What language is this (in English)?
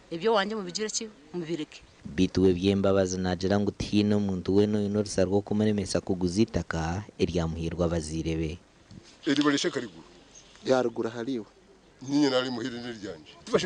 Nyankole